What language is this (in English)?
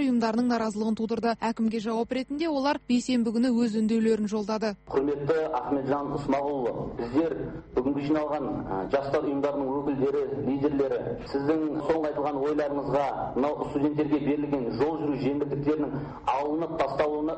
Kazakh